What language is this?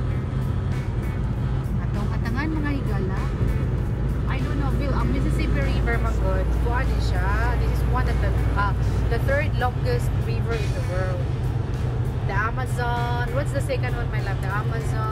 Cebuano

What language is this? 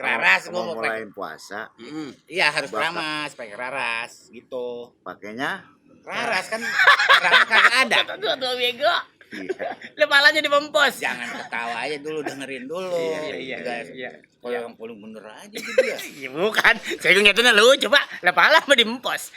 Betawi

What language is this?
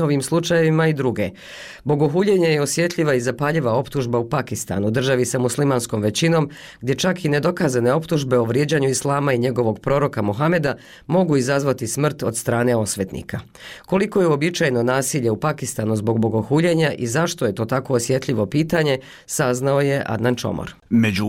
Bosnian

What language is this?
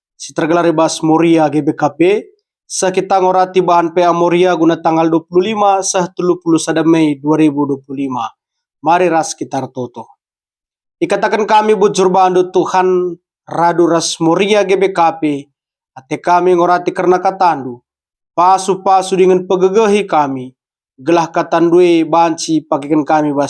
Batak Karo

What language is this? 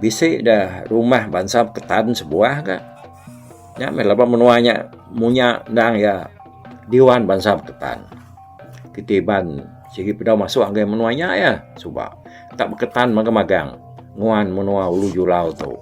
Iban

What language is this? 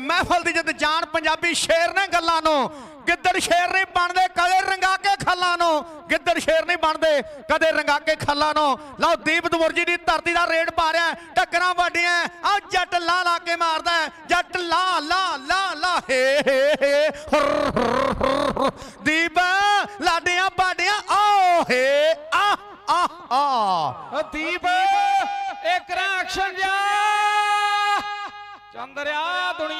Punjabi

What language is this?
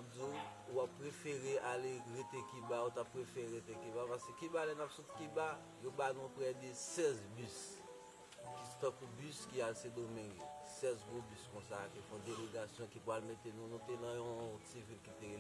Haitian Creole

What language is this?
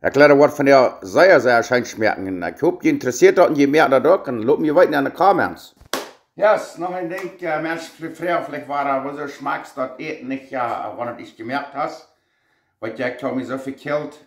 Plautdietsch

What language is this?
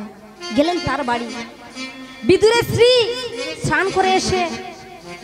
Bangla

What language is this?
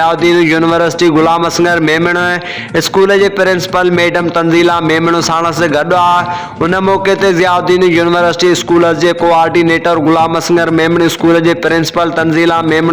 Sindhi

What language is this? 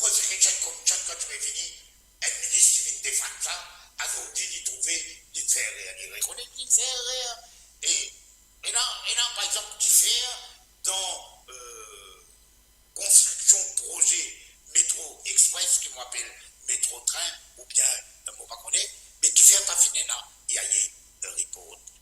Morisyen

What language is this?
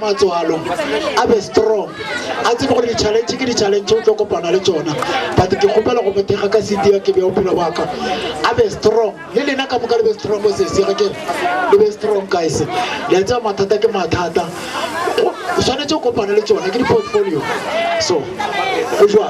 Northern Sotho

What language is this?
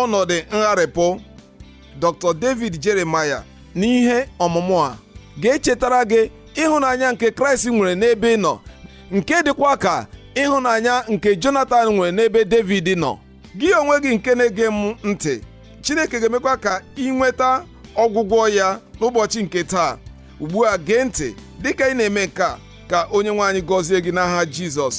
Igbo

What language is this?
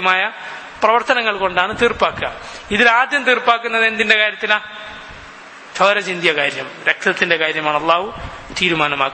Malayalam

